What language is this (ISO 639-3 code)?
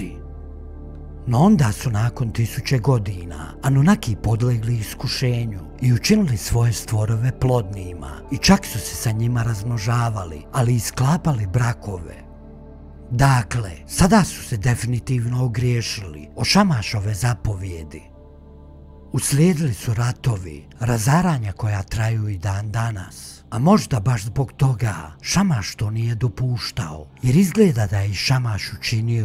hrv